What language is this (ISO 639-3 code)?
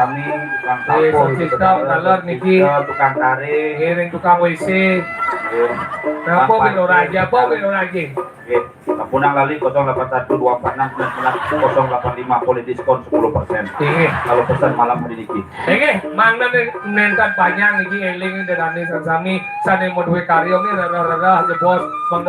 ban